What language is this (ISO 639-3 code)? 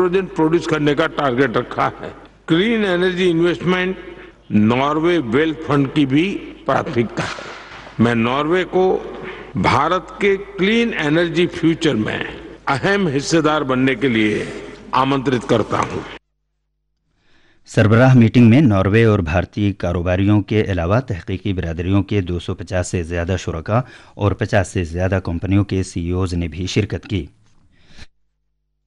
urd